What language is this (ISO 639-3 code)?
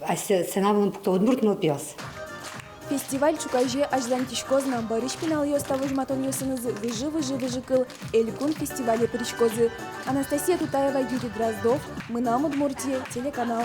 udm